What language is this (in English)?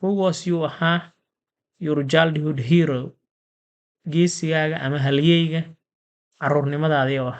Somali